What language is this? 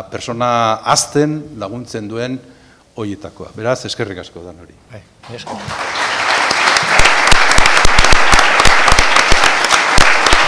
Basque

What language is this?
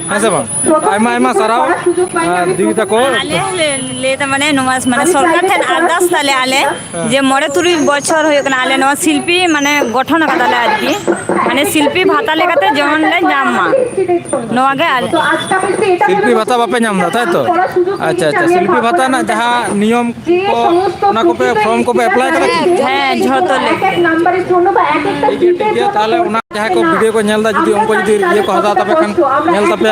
Santali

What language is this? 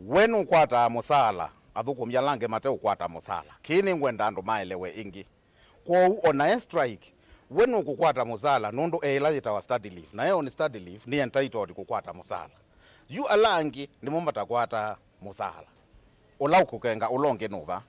Kamba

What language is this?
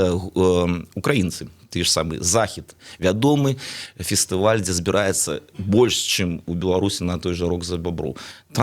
Belarusian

